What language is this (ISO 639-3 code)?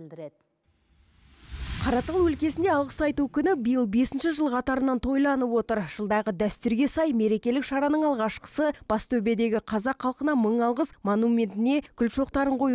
kaz